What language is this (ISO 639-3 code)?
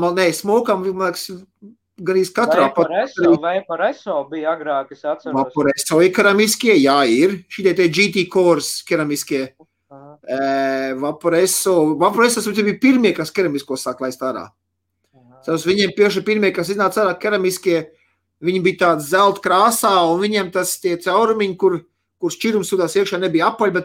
lav